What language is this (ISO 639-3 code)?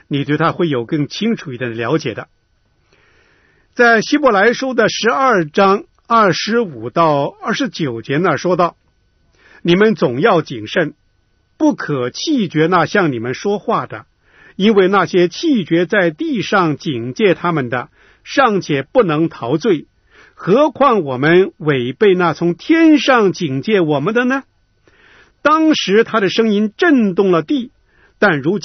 zho